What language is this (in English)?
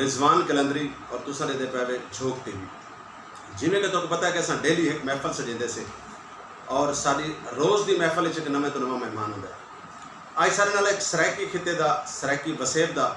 Saraiki